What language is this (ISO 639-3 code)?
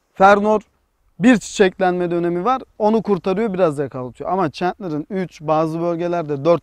tur